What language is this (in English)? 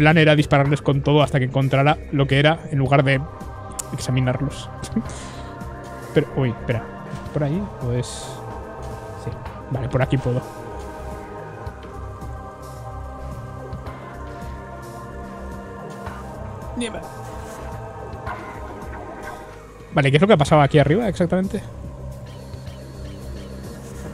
Spanish